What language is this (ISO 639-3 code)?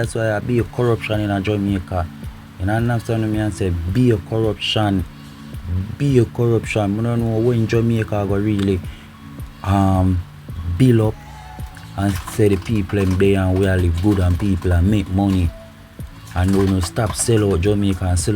jam